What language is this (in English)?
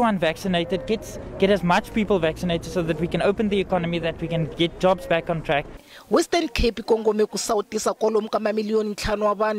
Tsonga